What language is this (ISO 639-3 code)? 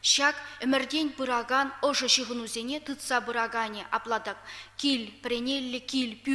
chv